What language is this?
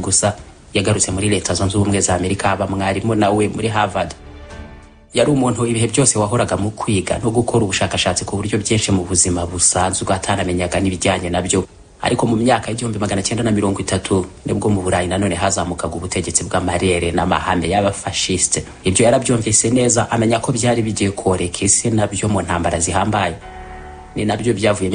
Kinyarwanda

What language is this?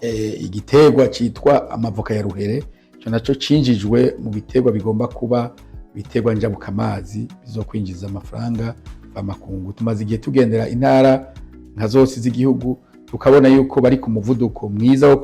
Rundi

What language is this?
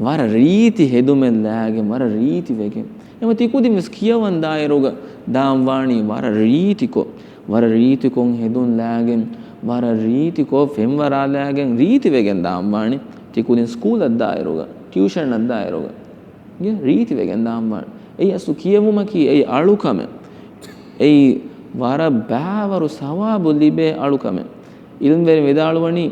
Divehi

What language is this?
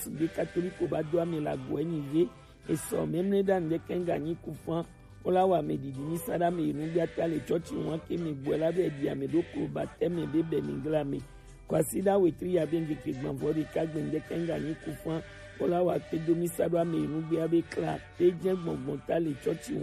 Gen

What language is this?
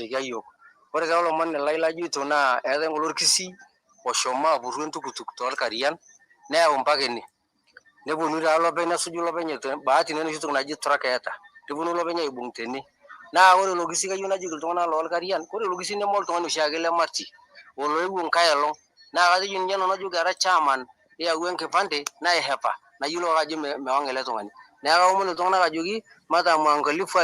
Masai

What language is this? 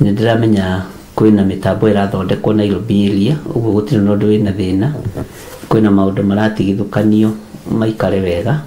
Kikuyu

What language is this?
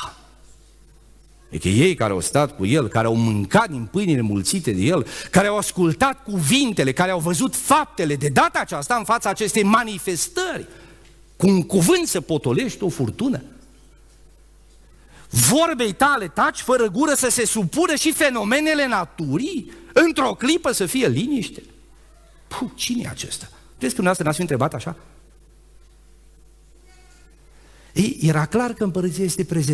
Romanian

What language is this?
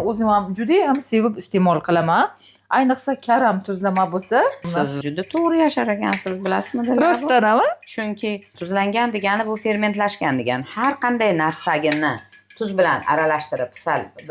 Uzbek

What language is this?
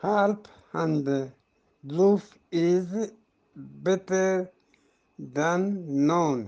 Eastern Balochi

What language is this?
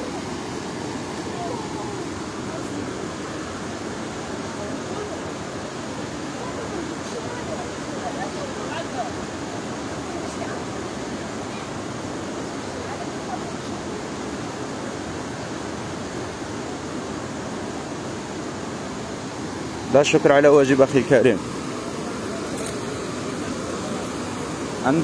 Arabic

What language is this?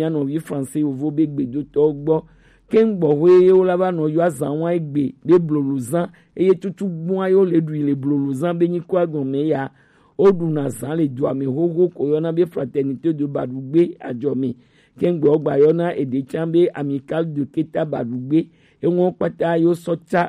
Gen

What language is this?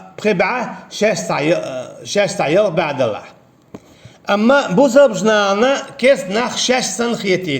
Chechen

